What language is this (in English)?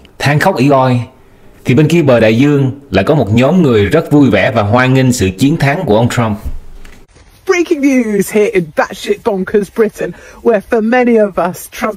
Vietnamese